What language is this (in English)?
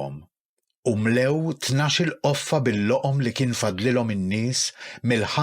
Maltese